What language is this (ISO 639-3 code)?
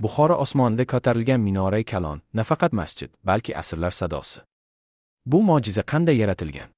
uzb